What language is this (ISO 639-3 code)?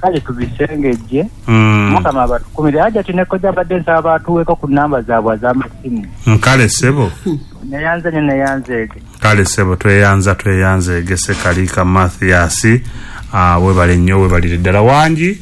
lug